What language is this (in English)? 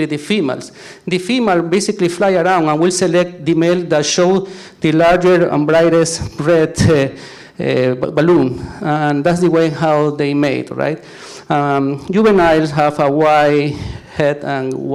English